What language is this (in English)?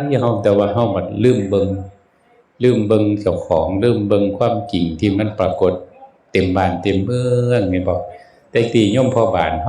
Northeastern Thai